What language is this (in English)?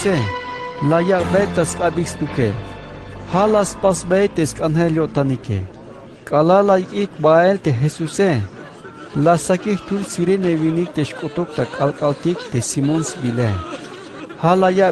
Tzeltal